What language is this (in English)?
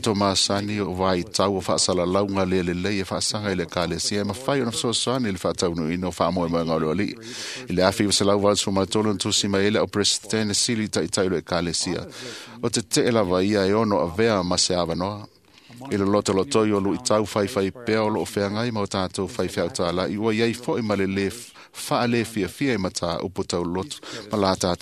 Samoan